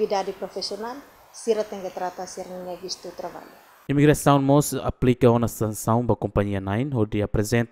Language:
Tetum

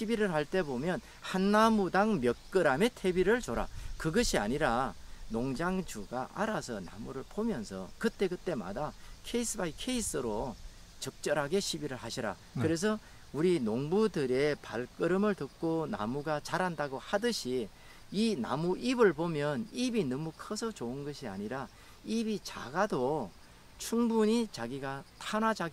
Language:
Korean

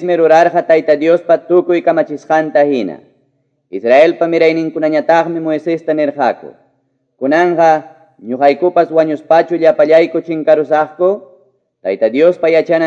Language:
Quechua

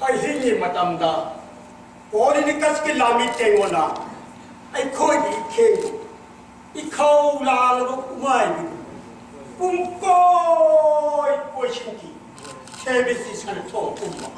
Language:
Manipuri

